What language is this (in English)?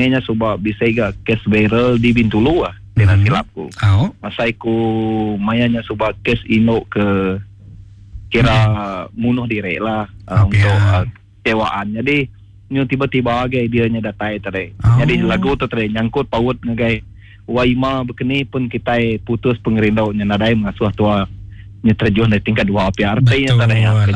Iban